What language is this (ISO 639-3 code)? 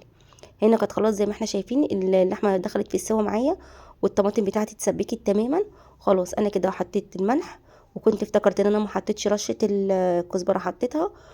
arz